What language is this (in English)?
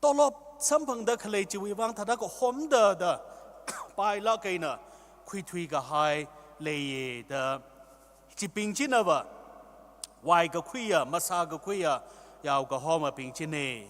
Tangkhul Naga (India)